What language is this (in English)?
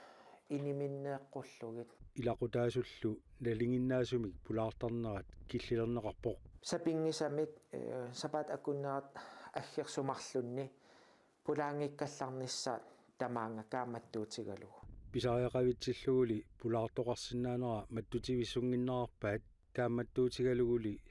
Kalaallisut